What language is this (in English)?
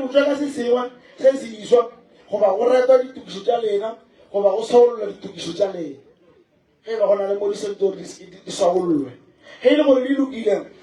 Northern Sotho